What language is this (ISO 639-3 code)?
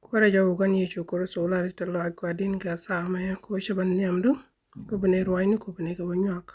nus